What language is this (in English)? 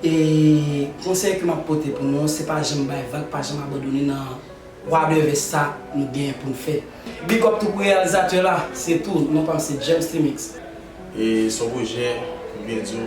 Haitian Creole